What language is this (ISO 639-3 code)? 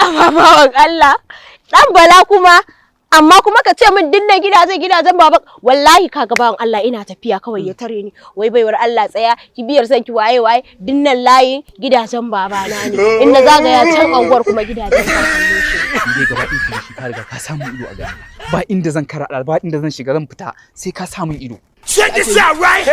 hau